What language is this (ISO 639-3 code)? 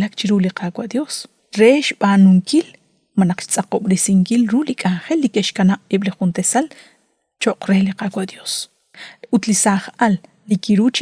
kek